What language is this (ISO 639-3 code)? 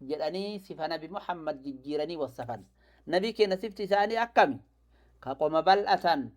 orm